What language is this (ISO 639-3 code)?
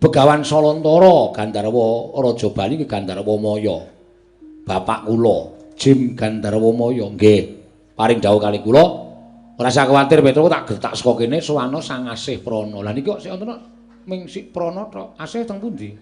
jav